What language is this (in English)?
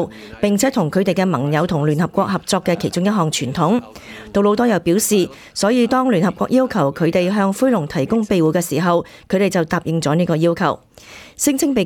Cantonese